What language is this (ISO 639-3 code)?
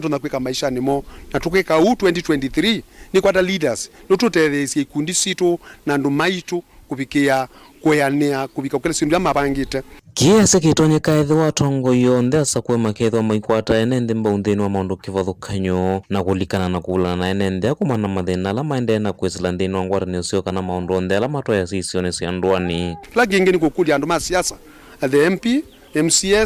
kam